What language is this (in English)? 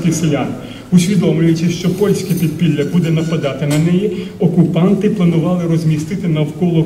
Ukrainian